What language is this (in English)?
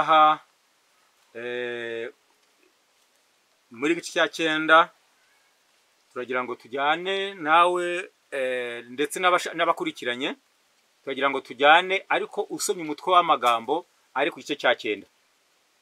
Kinyarwanda